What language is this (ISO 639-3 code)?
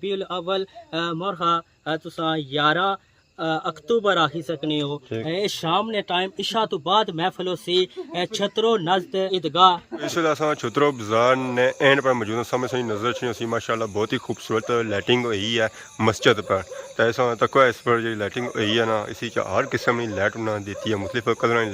phr